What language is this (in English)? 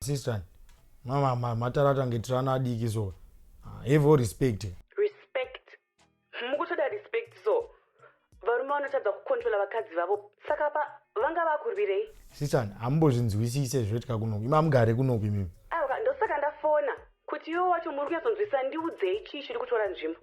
Shona